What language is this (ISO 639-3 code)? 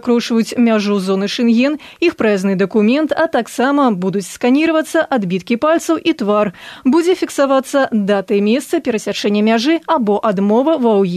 bel